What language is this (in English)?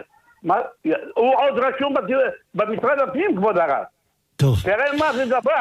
Hebrew